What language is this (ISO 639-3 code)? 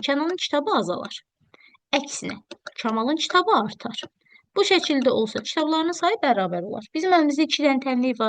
aze